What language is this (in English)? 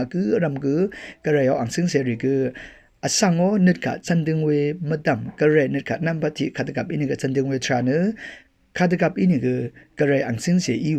Rawang